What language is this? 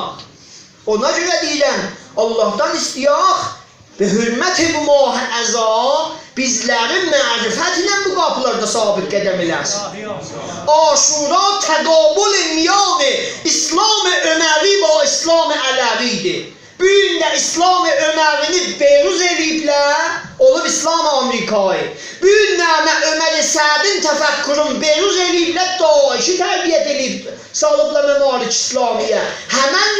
South Azerbaijani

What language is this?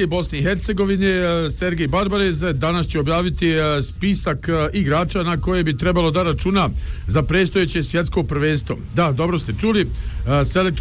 Bosnian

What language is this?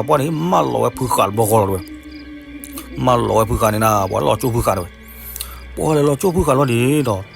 S'gaw Karen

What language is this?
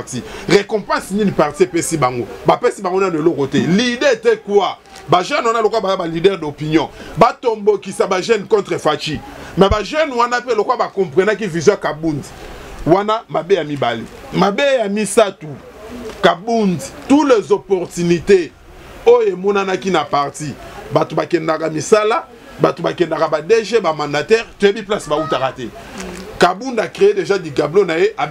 Lingala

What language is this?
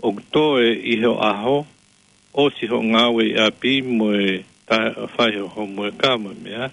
Tongan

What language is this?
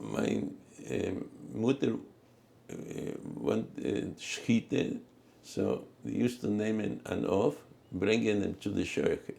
Yiddish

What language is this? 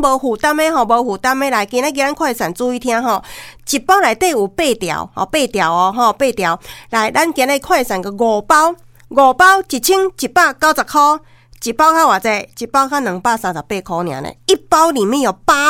Min Nan Chinese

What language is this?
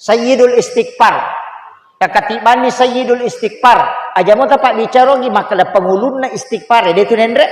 Buginese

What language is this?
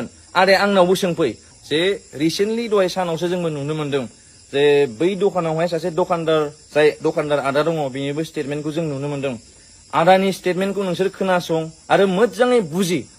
Bodo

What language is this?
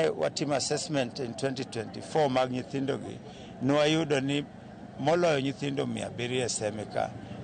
Luo (Kenya and Tanzania)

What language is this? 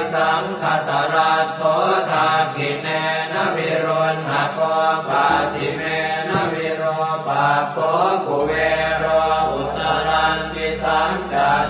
Pali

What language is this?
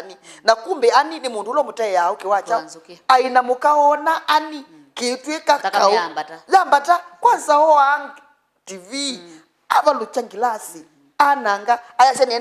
Kamba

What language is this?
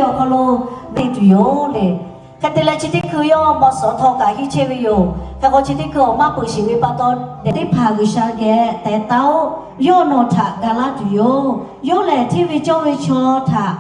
Lahu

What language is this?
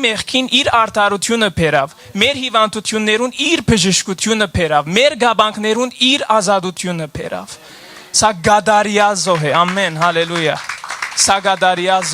Western Armenian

